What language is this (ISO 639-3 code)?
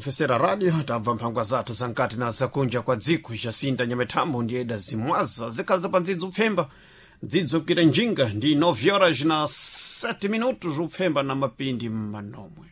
seh